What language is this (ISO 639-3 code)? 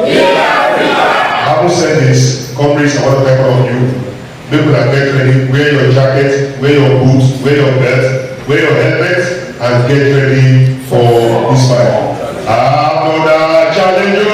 pcm